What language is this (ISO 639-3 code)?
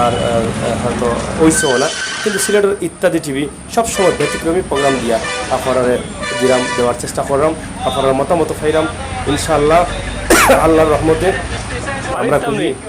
syl